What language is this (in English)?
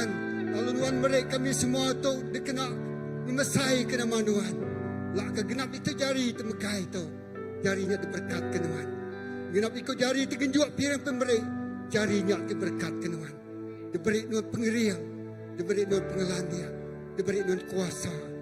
Iban